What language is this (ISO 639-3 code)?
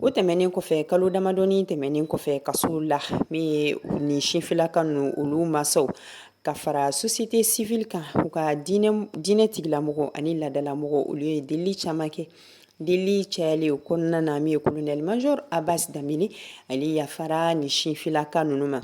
bam